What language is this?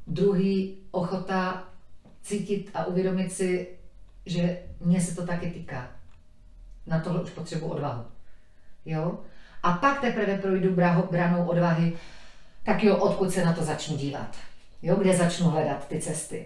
Czech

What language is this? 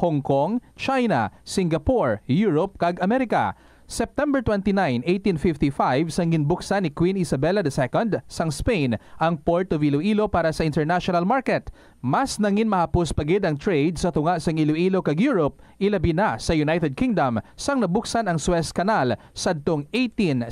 Hiligaynon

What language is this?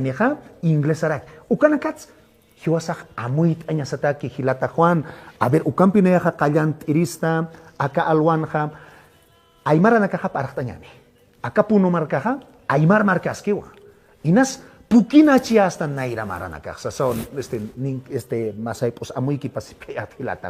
Aymara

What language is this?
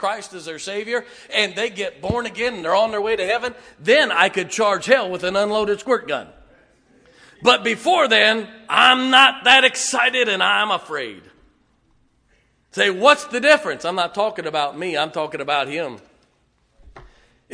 English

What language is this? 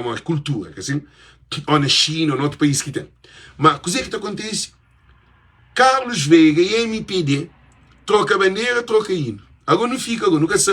Kabuverdianu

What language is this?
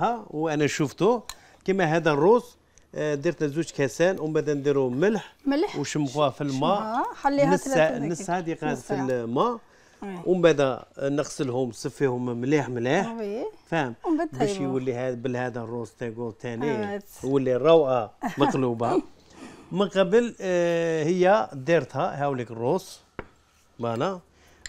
Algerian Arabic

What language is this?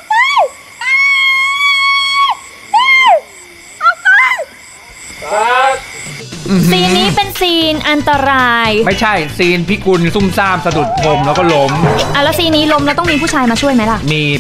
Thai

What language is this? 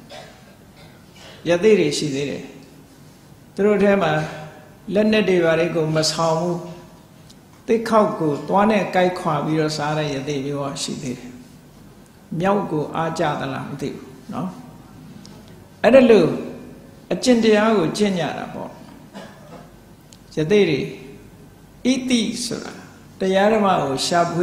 Burmese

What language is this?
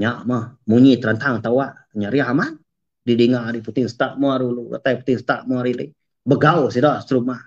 Iban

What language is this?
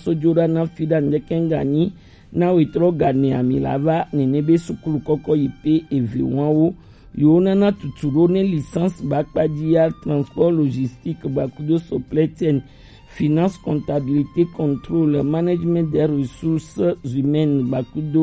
Gen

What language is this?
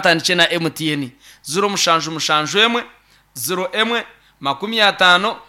Nyankole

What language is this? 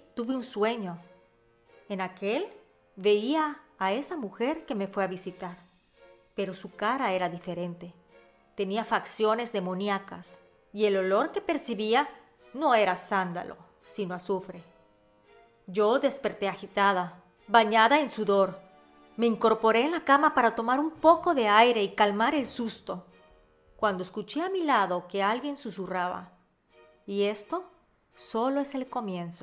Spanish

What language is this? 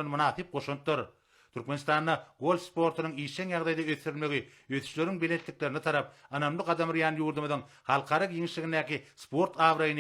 Turkmen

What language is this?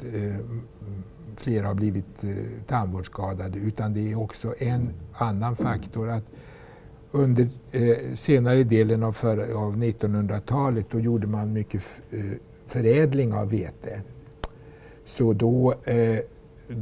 Swedish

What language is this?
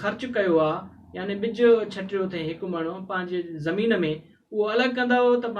Sindhi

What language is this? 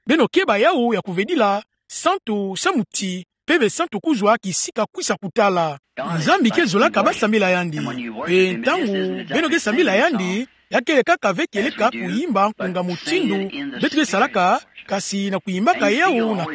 Kituba (Democratic Republic of Congo)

